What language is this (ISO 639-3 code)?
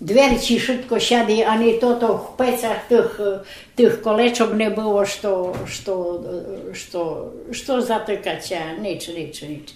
rue